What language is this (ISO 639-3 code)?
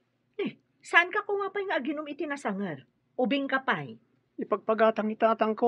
ilo